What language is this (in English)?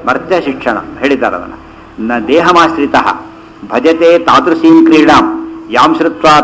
Kannada